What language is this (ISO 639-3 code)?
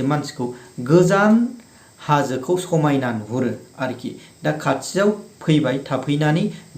brx